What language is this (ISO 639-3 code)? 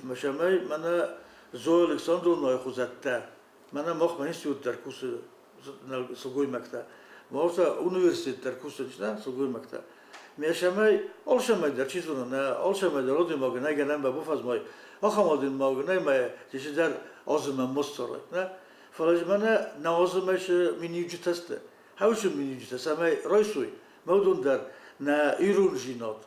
oss